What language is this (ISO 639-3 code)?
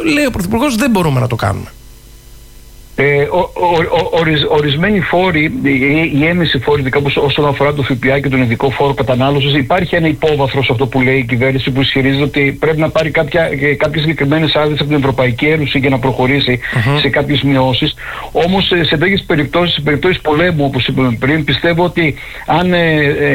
ell